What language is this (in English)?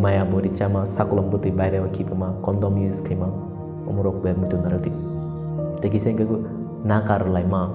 Kok Borok